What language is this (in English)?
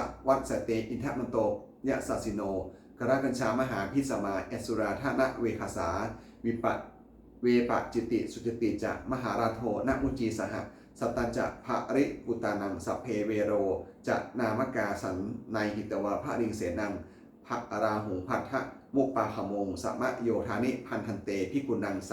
Pali